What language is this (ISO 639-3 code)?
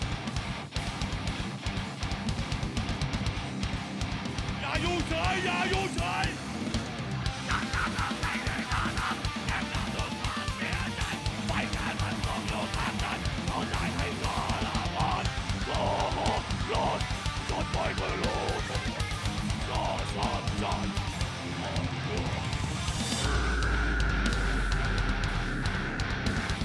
tha